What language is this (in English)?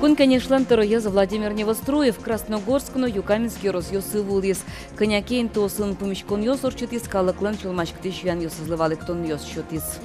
Udmurt